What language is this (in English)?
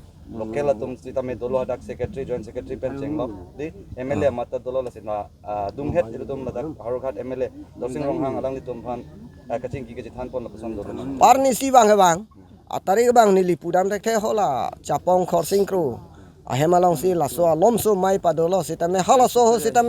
Karbi